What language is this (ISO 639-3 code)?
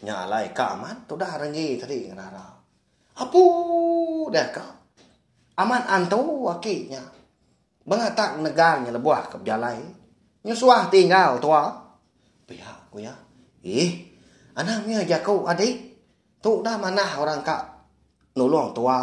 iba